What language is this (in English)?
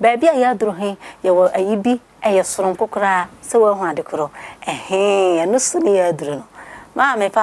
Akan